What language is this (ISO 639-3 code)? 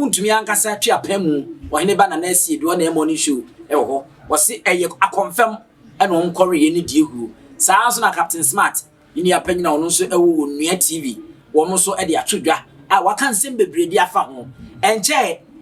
aka